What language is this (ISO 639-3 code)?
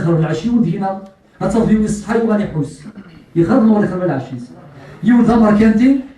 kab